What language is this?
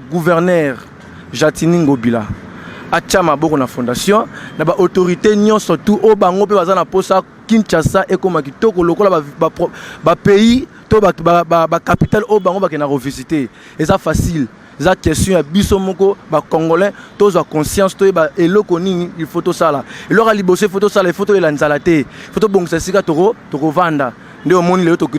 Lingala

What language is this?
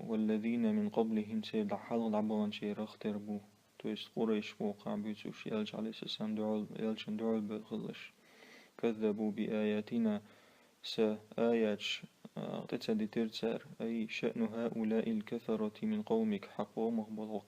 Chechen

